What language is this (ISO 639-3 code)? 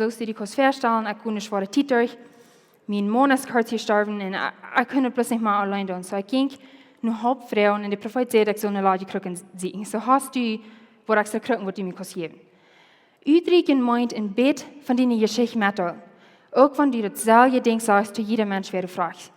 pdt